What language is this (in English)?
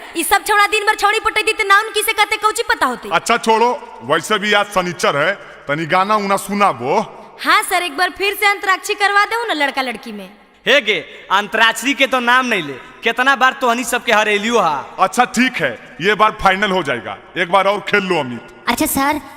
Magahi